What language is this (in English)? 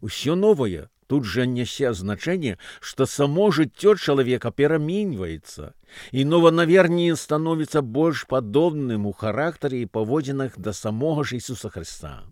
Belarusian